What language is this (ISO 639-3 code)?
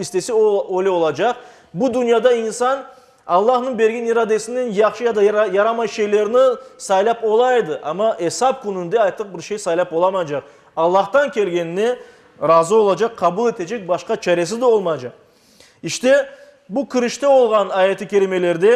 crh